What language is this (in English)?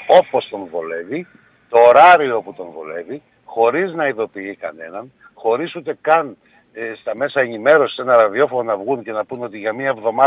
Greek